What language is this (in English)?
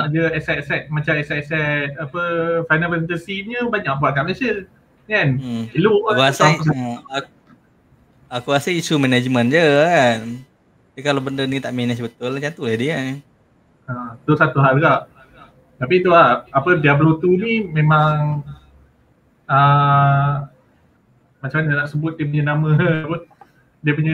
Malay